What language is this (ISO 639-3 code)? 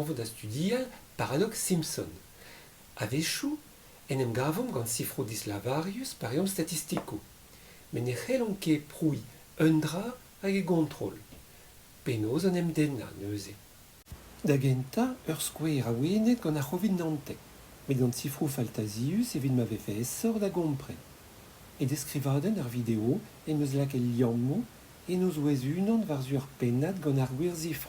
bre